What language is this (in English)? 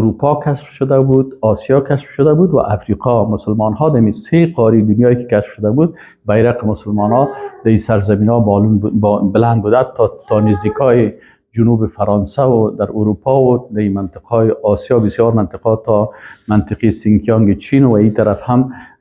Persian